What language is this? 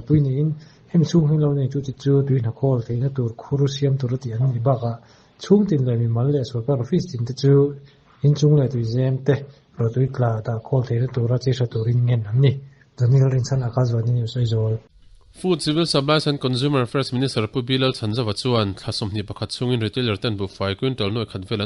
Mizo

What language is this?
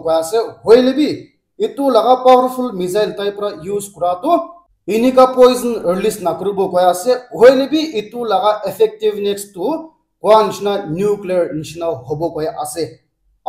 Naga Pidgin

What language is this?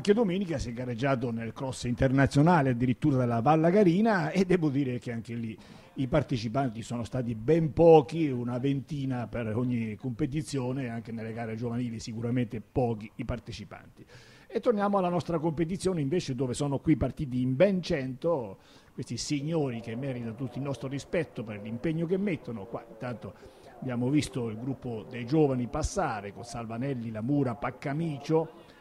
Italian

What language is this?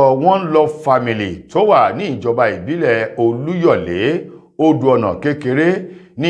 Yoruba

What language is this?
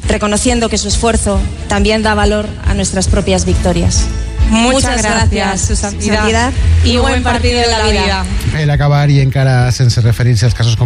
Catalan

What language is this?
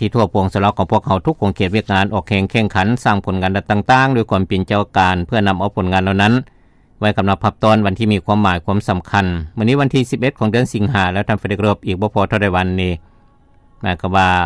Lao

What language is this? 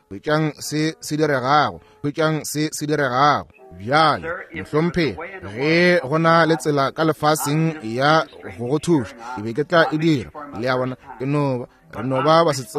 Northern Sotho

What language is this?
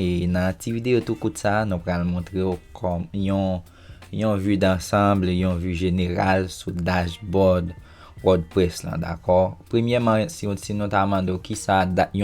Haitian Creole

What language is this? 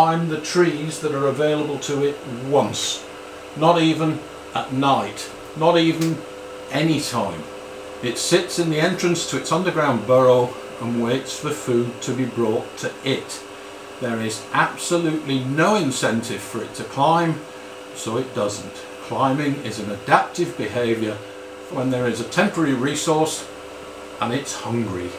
English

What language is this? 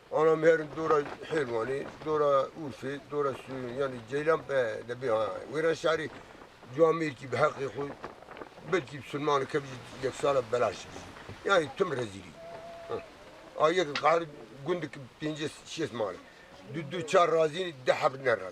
Kurdish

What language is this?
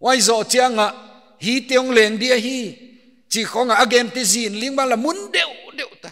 Paite Chin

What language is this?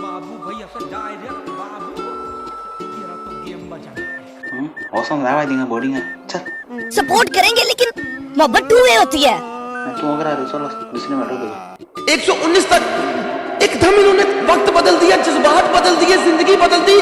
Konkani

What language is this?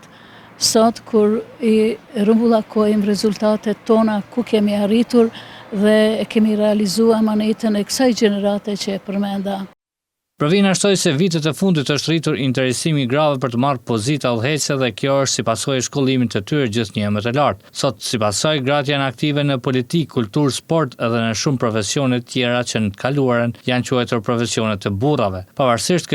Albanian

